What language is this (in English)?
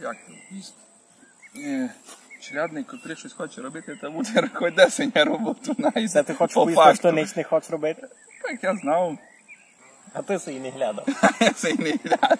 Rusyn